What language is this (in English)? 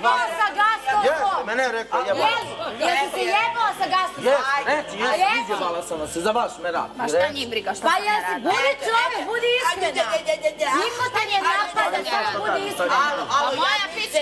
Bosnian